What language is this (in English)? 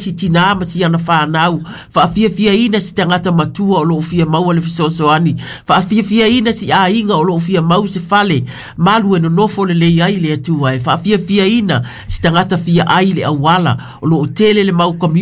Samoan